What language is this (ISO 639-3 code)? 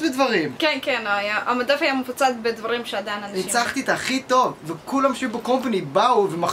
heb